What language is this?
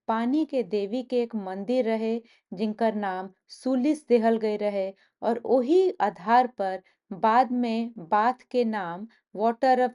Bhojpuri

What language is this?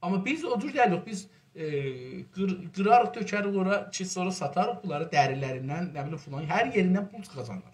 South Azerbaijani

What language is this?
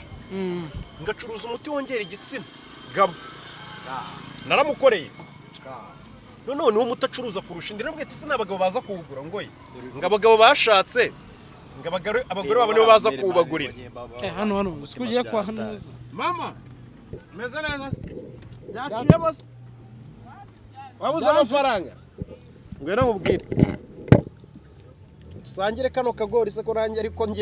Kinyarwanda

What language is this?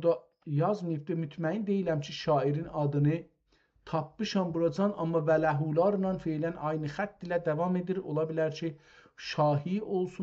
South Azerbaijani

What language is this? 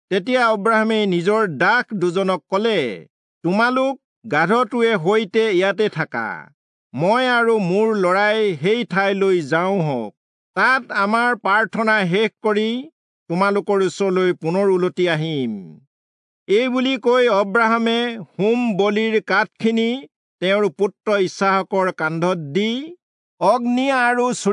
Assamese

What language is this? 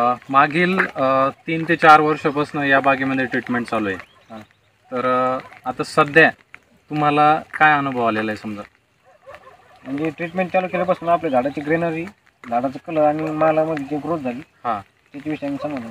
Marathi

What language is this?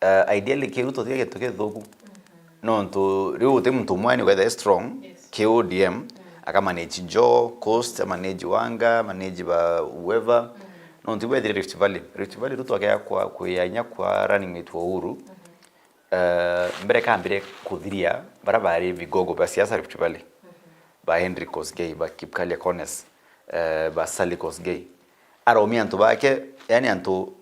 Meru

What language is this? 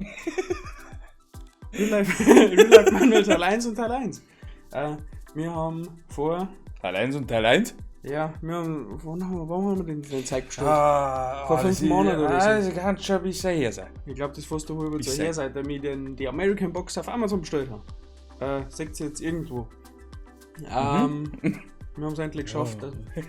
Bavarian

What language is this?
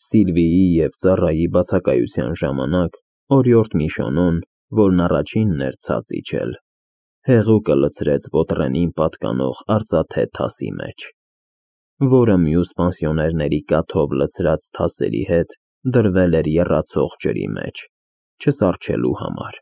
Armenian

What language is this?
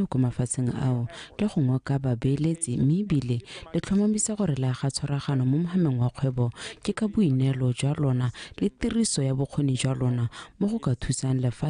Tswana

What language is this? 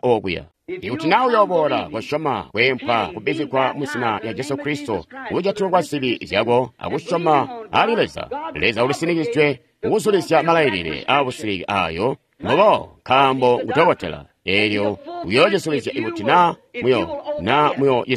Tonga (Zambia)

